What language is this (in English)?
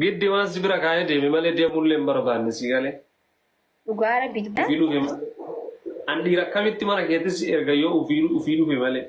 Oromo